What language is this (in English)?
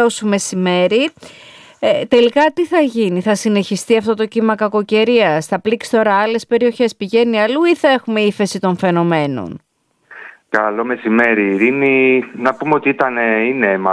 Greek